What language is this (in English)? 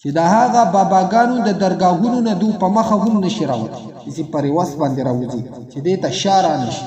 Pashto